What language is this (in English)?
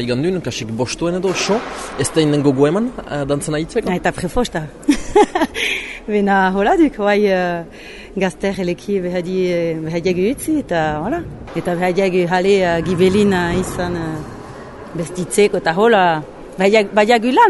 Basque